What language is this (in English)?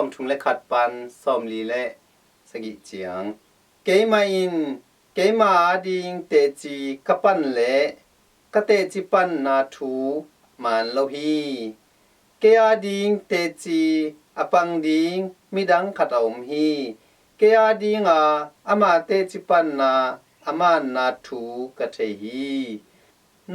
Tedim Chin